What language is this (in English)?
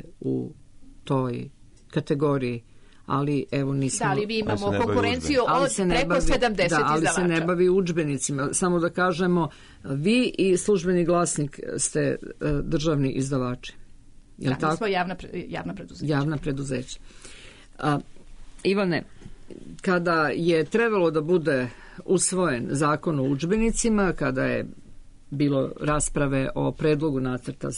Serbian